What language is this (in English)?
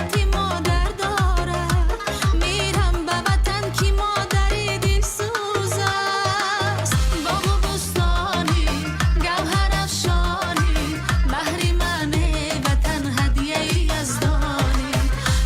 Tajik